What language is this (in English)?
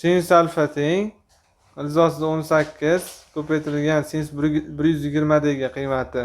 Uzbek